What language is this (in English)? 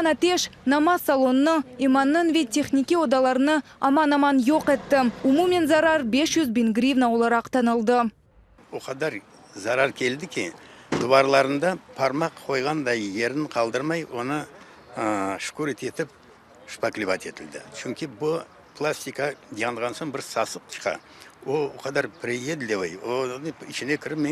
Crimean Tatar